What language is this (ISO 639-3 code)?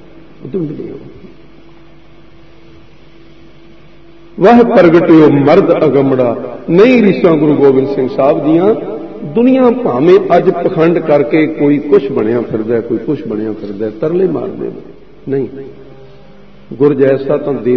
pan